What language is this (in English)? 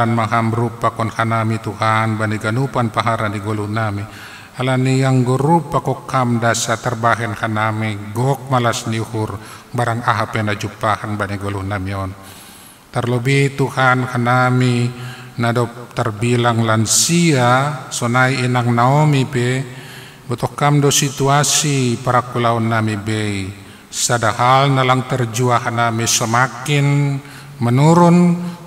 Batak Simalungun